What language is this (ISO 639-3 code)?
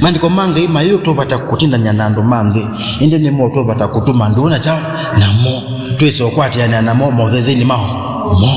kam